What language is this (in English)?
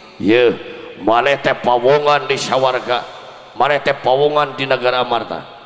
Sundanese